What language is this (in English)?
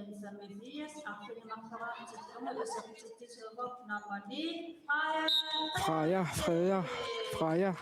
Kalaallisut